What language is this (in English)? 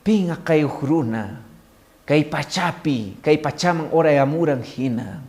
Quechua